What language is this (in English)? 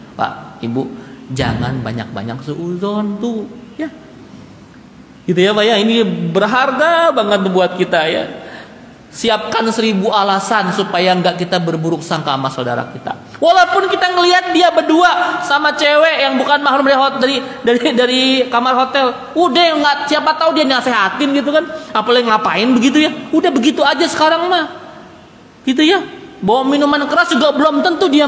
Indonesian